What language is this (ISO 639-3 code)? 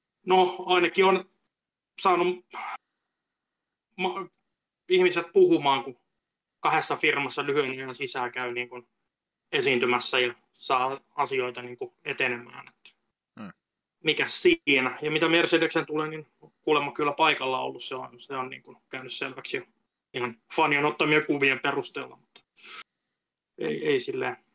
fin